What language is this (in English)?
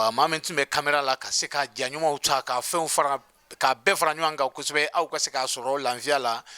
Bambara